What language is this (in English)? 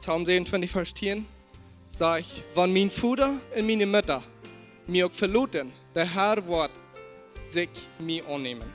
Plautdietsch